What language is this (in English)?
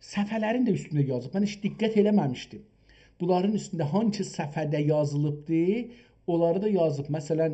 South Azerbaijani